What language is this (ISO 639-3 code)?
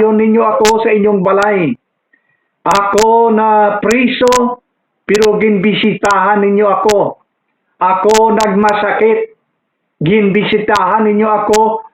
hil